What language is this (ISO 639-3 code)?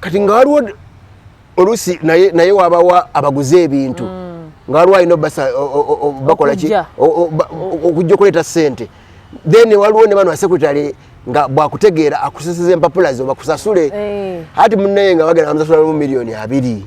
lug